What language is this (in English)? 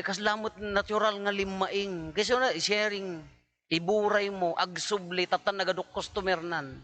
Iloko